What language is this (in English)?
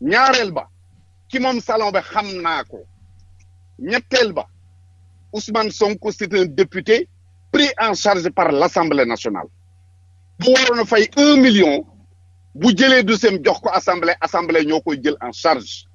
Wolof